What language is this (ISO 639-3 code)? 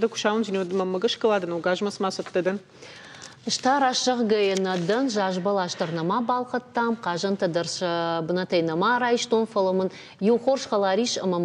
oss